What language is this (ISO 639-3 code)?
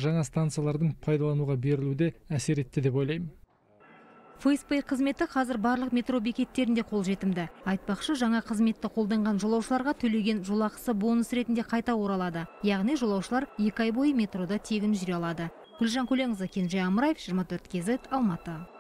kaz